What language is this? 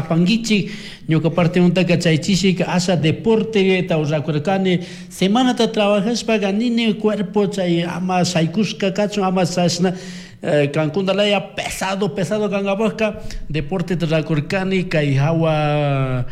Chimborazo Highland Quichua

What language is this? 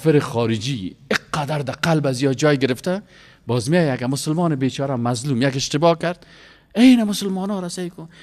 Persian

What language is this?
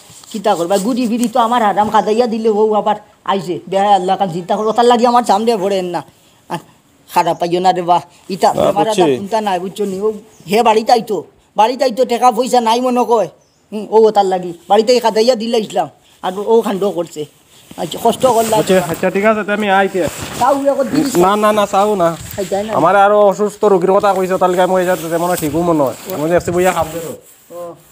Sylheti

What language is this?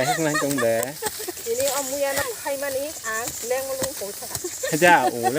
Kok Borok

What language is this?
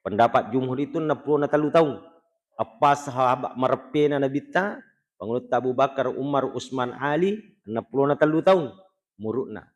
Buginese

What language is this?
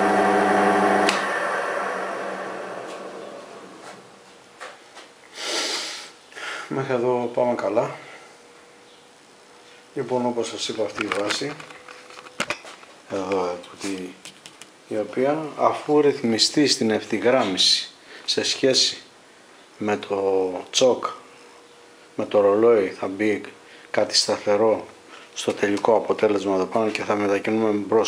Greek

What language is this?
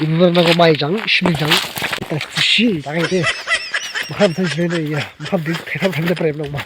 Dimasa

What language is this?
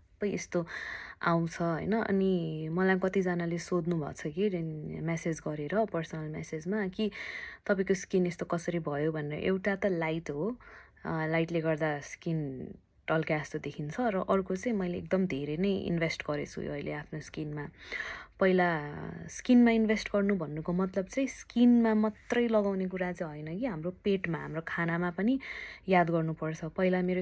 Nepali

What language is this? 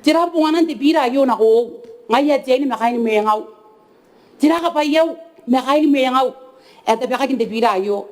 Gilbertese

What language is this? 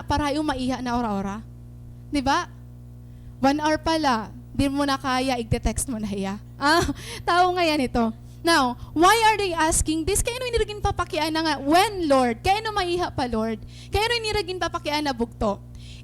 Waray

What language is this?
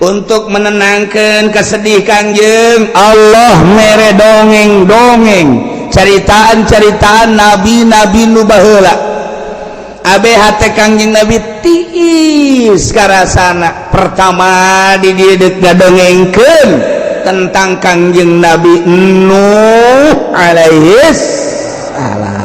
Sundanese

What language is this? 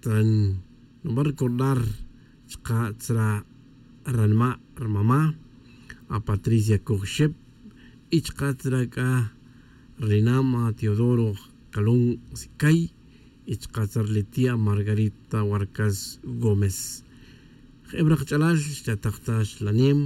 Tz'utujil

